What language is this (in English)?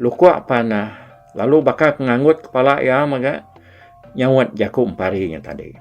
Iban